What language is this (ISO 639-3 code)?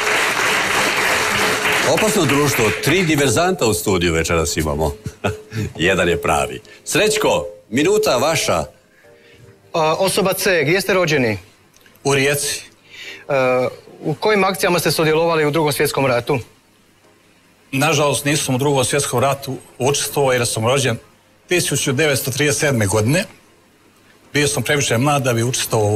hrv